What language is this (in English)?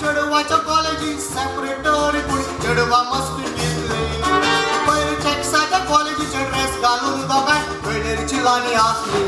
Konkani